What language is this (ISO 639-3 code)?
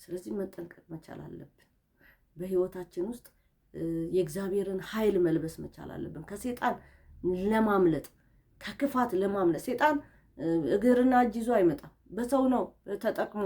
amh